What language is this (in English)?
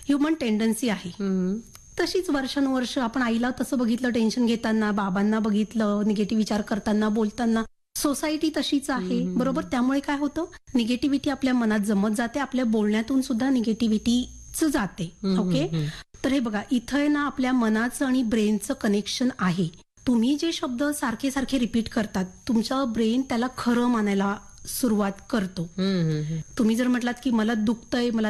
Marathi